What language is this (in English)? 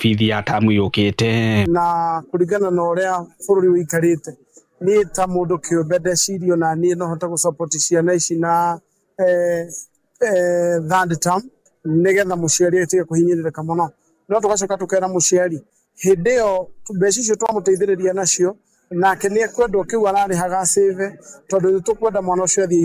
Kikuyu